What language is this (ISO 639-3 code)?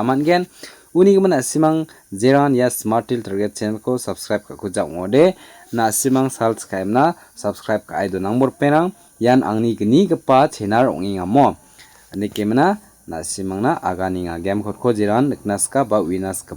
grt